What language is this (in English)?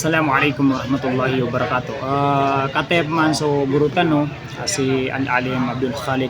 Maranao